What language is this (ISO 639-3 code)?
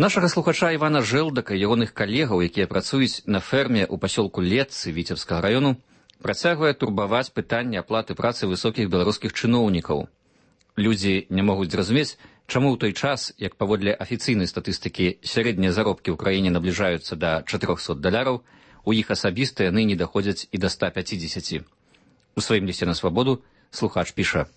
bel